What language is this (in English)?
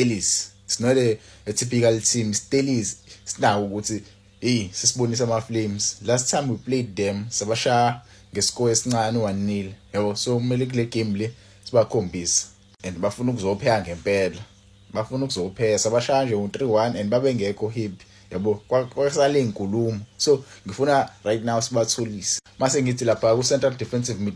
Zulu